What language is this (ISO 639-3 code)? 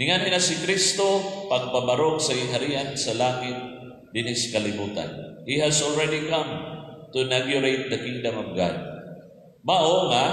ceb